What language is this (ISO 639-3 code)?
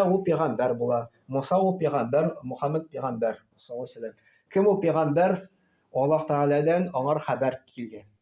tat